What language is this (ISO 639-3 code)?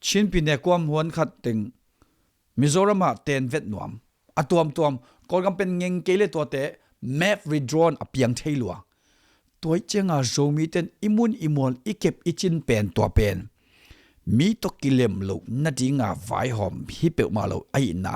ctd